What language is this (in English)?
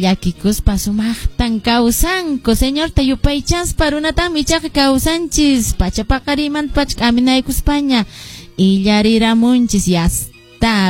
Quechua